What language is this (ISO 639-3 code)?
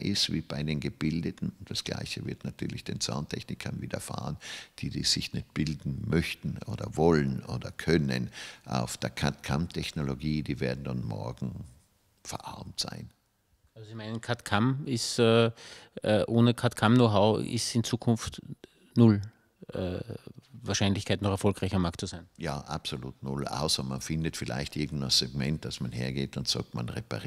deu